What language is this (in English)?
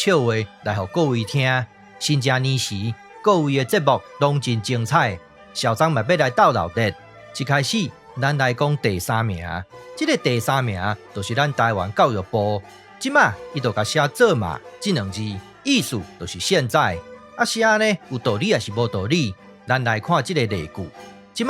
Min Nan Chinese